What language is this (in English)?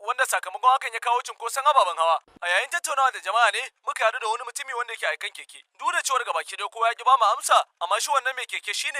Hausa